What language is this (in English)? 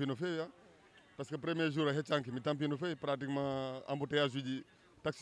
Fula